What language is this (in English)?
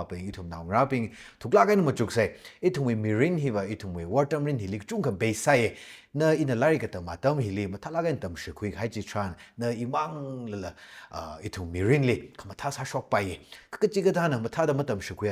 Tangkhul Naga (India)